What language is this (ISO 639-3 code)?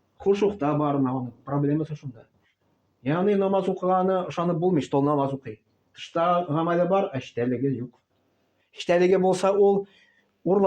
tat